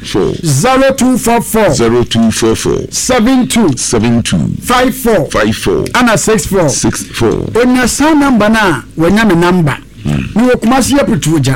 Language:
Akan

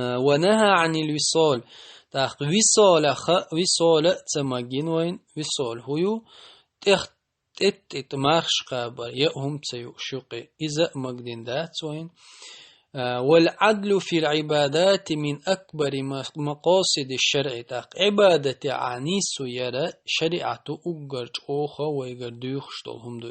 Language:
Chechen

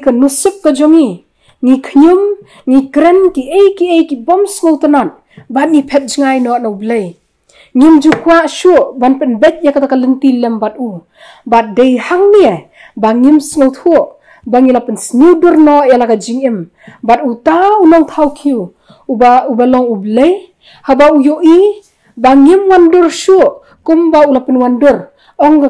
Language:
Khasi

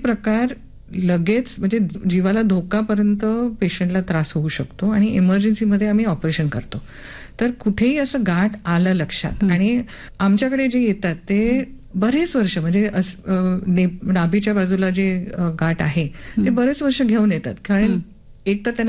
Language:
Marathi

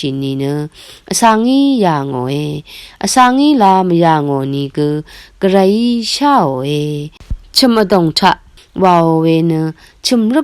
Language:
Rawang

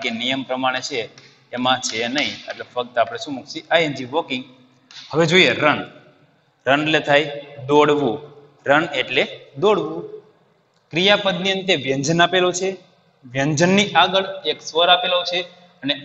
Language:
Gujarati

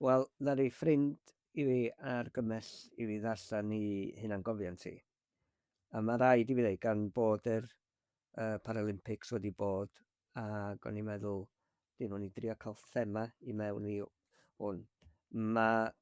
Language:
Welsh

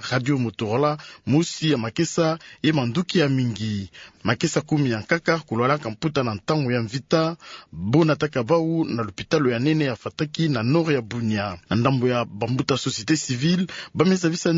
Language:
Kituba (Democratic Republic of Congo)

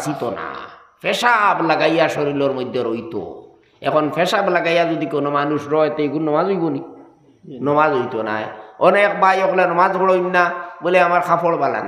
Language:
Sylheti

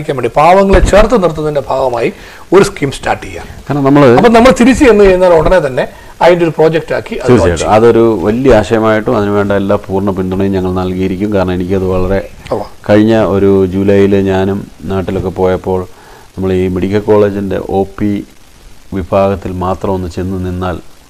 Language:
Malayalam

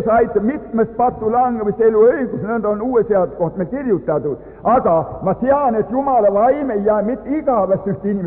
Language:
Estonian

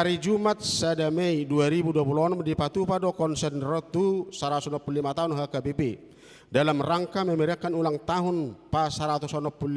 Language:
Batak Toba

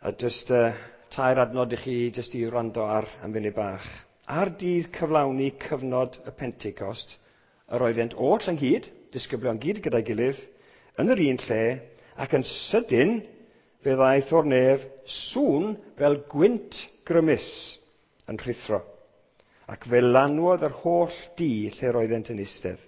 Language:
Welsh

